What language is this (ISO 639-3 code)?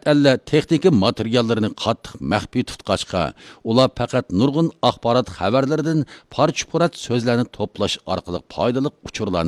uig